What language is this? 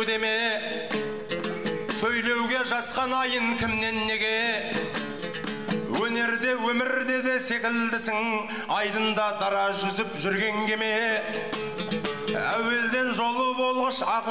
Kazakh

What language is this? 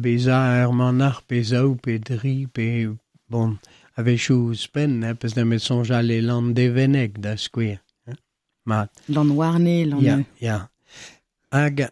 Breton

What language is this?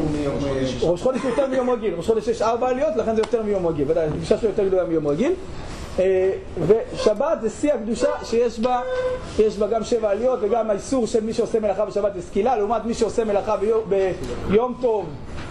Hebrew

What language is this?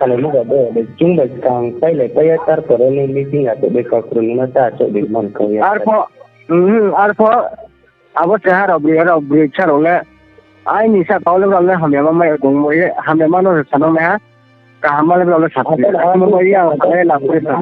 Riang (India)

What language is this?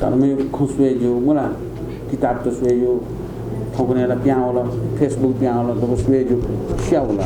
Newari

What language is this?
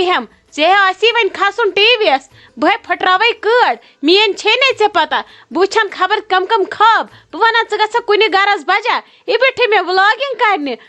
Kashmiri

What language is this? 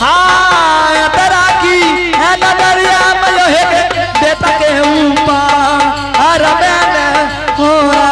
Angika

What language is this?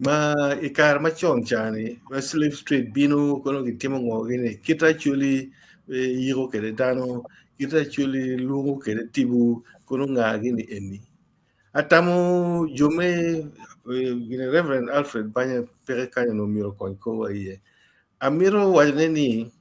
Acoli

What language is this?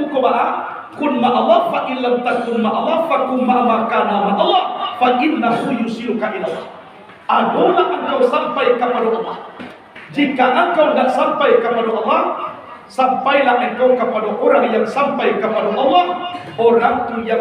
Minangkabau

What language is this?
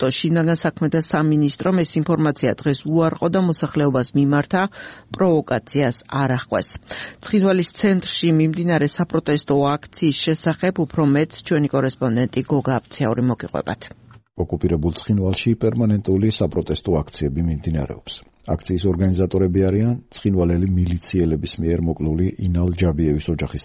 Georgian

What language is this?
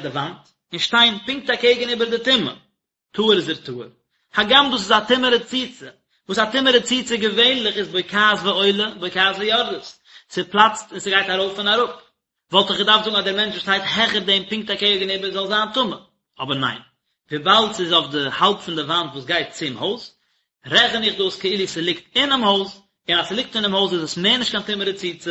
Yiddish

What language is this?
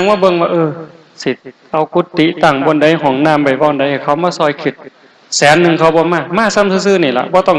Lao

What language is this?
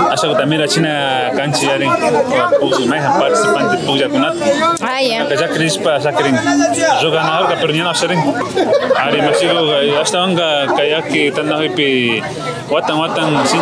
Imbabura Highland Quichua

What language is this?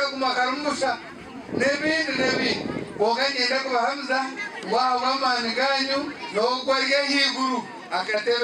Nyankole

